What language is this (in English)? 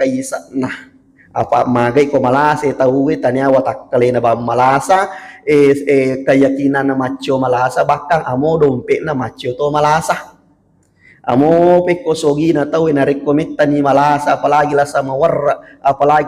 Buginese